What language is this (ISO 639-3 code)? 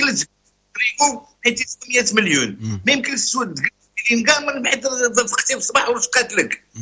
ary